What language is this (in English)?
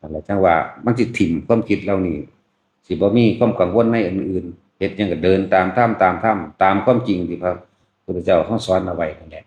Lao